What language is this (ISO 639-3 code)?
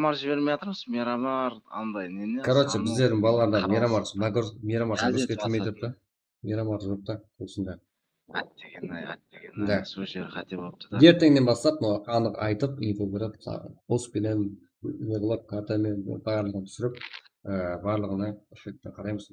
kaa